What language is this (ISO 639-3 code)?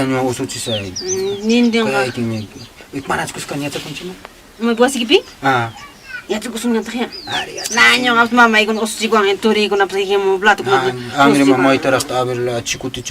quy